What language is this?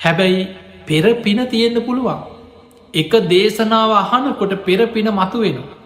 Sinhala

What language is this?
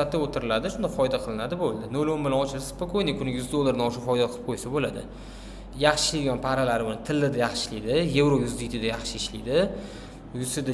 Uzbek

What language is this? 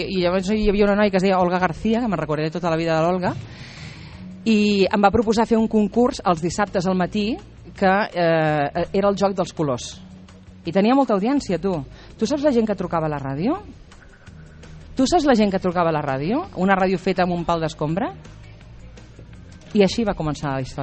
Catalan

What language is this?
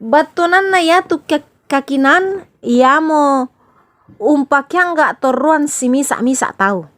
Toraja-Sa'dan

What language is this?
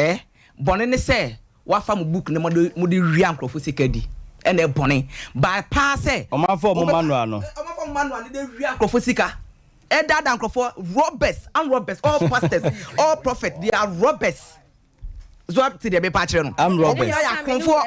Akan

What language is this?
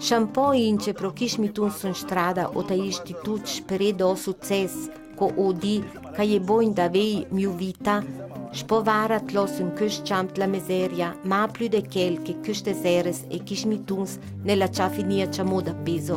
Ladin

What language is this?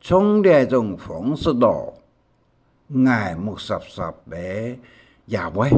Hakka Chinese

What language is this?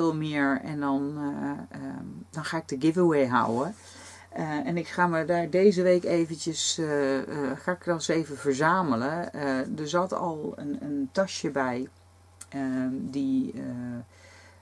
Dutch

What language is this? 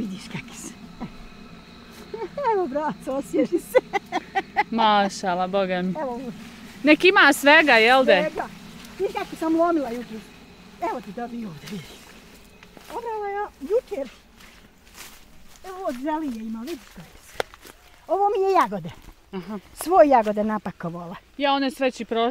Bosnian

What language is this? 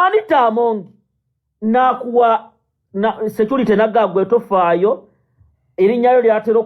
Ganda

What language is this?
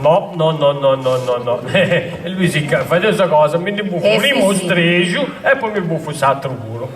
Sardinian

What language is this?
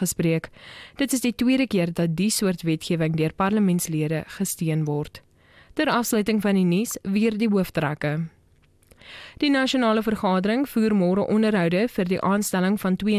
Afrikaans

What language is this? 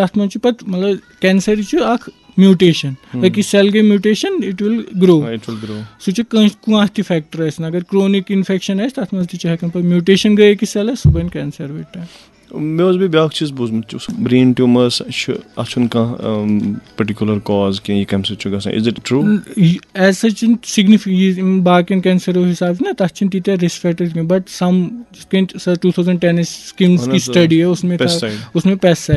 Kashmiri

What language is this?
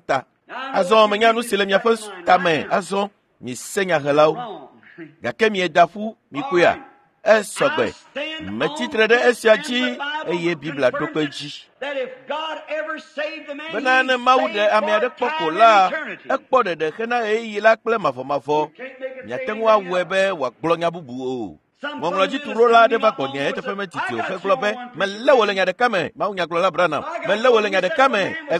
Ewe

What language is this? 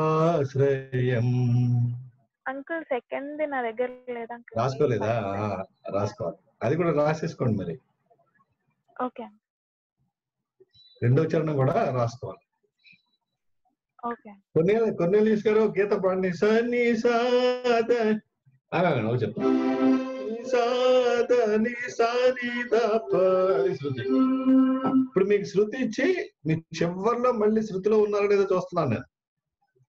Telugu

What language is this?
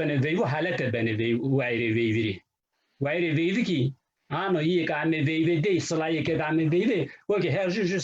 Zaza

